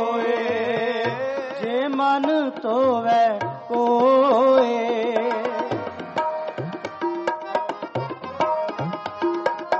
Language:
Punjabi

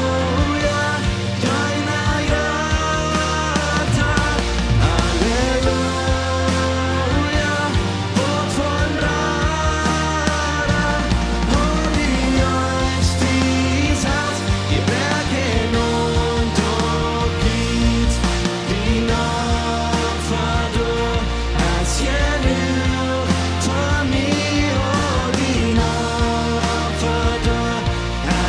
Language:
Plautdietsch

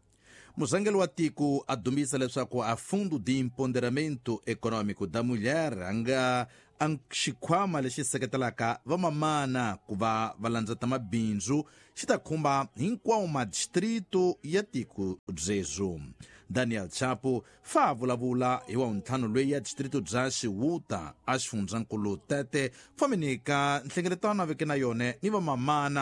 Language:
Tsonga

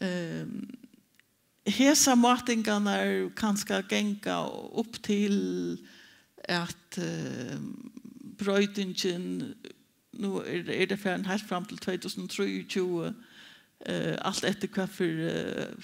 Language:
Faroese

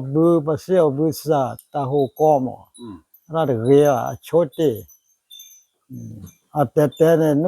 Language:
S'gaw Karen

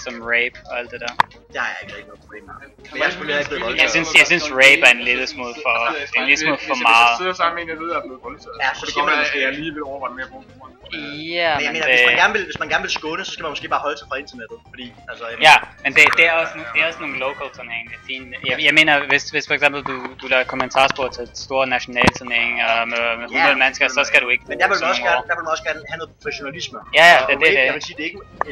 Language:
Danish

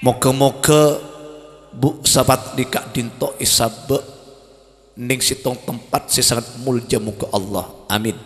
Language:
Madurese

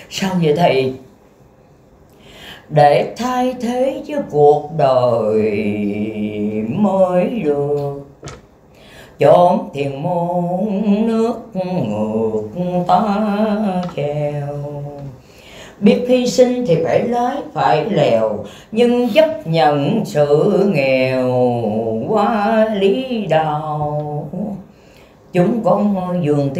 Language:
Vietnamese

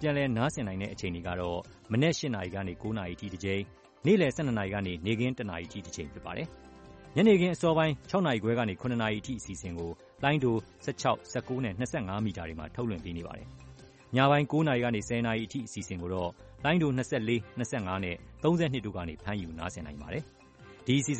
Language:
Burmese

